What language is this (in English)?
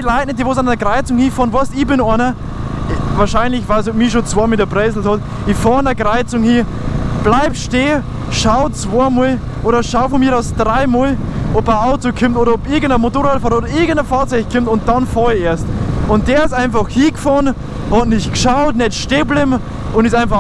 Bavarian